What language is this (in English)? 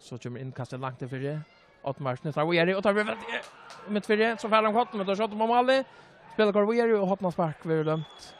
Faroese